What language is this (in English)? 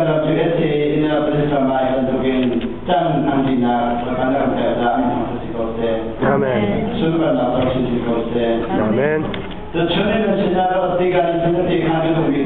Hakha Chin